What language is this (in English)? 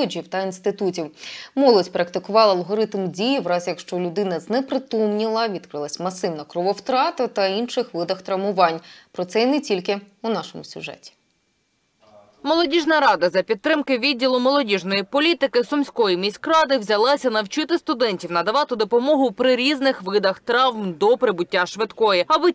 Ukrainian